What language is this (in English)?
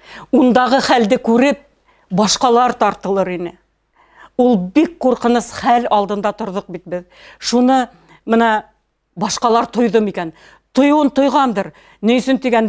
Bashkir